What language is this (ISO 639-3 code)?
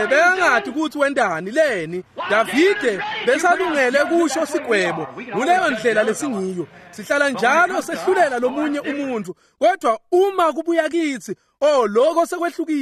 ssw